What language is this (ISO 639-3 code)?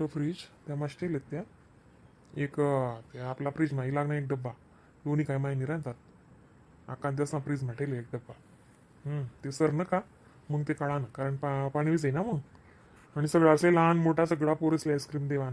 khn